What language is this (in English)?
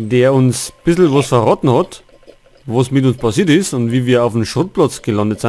Bavarian